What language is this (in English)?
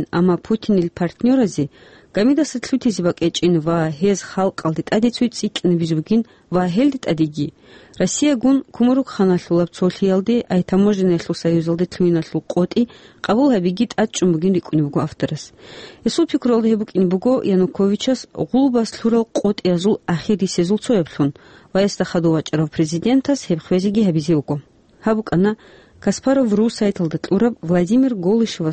Avaric